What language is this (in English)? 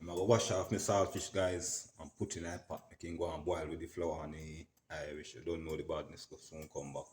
Jamaican Creole English